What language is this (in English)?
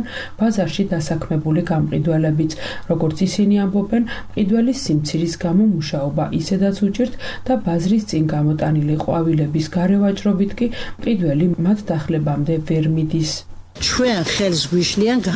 Georgian